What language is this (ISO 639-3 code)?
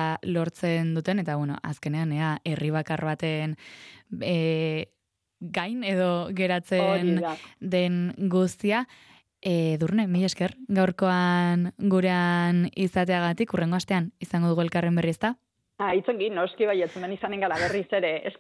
eus